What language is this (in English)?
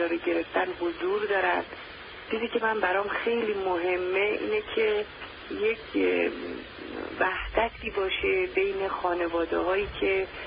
Persian